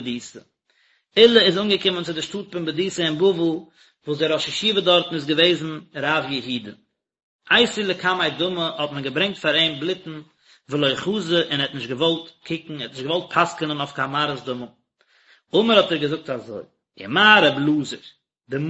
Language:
Yiddish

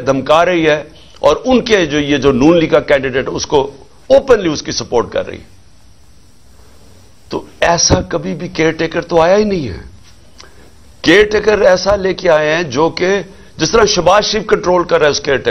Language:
Urdu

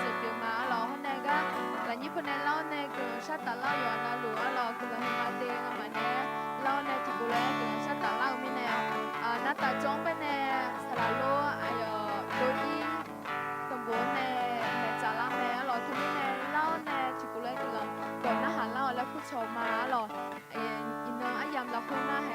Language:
Akha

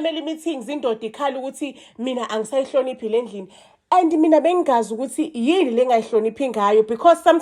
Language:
Zulu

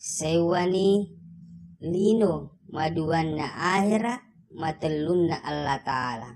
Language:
Buginese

